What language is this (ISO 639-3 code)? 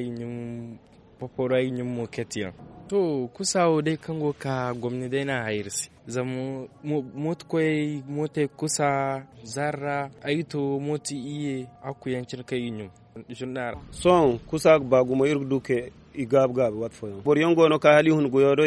dje